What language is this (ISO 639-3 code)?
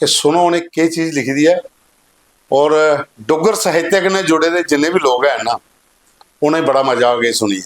doi